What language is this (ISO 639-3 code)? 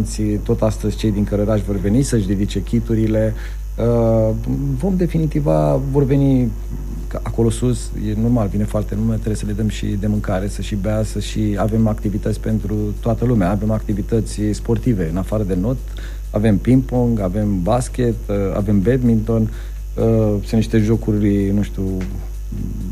ron